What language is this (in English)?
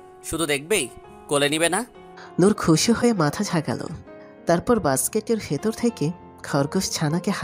Bangla